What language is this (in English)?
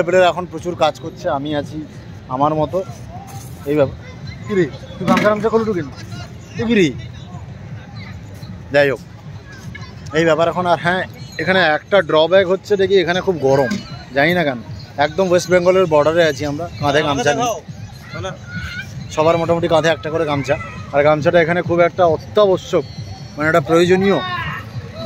Bangla